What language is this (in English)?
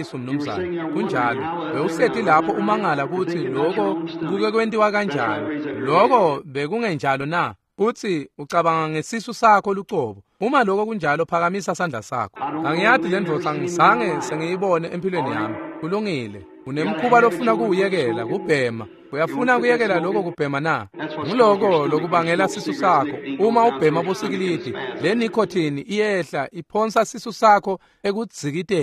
Swati